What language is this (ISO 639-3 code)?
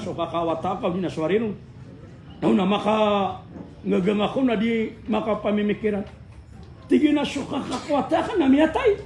mrw